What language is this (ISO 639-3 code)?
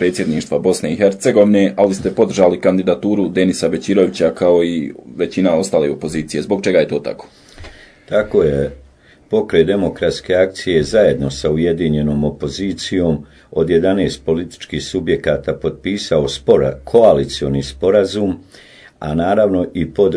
bos